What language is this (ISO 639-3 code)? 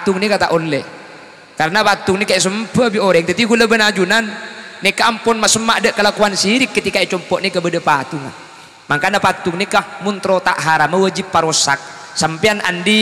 mad